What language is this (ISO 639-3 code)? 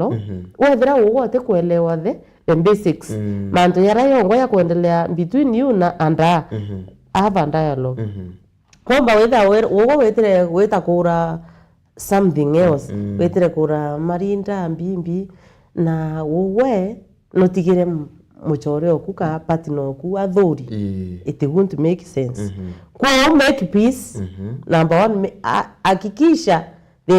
mer